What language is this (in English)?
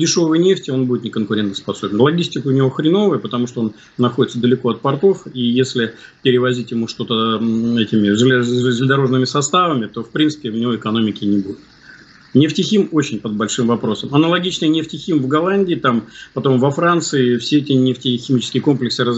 Russian